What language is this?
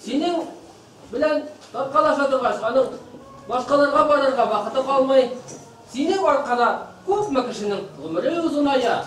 Bashkir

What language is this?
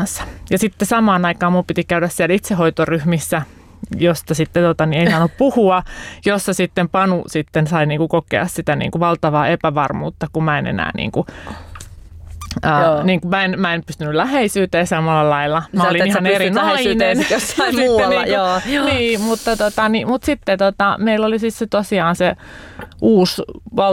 Finnish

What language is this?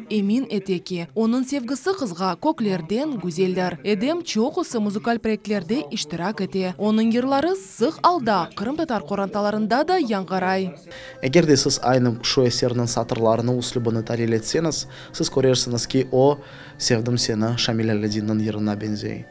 Crimean Tatar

